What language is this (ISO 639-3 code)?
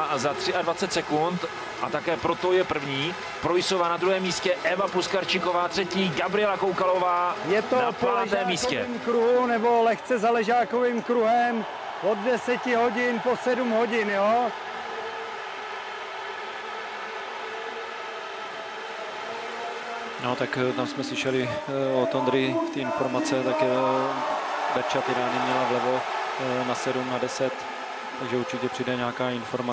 ces